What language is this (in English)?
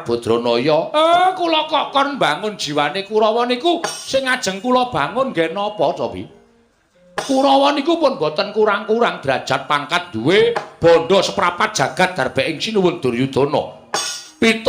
Javanese